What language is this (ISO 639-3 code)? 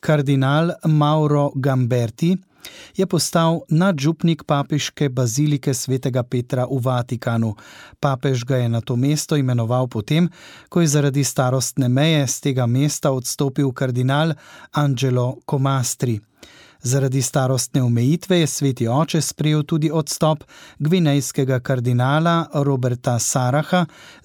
slv